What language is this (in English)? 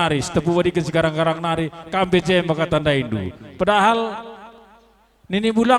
Batak Karo